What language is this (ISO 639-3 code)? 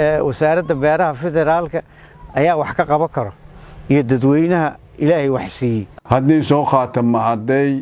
som